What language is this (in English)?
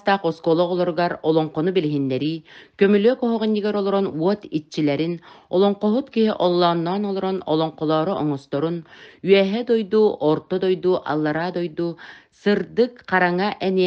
Yakut